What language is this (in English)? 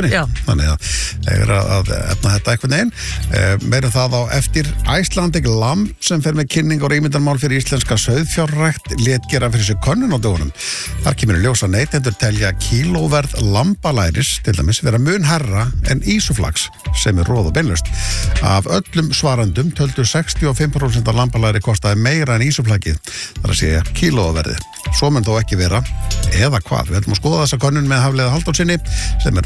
Icelandic